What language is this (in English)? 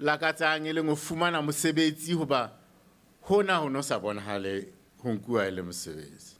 Southern Sotho